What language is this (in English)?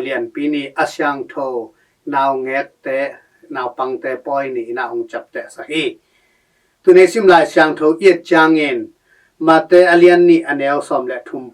Tedim Chin